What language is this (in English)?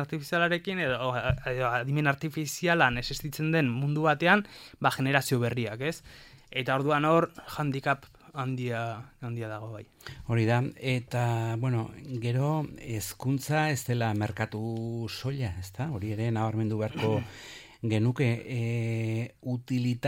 Basque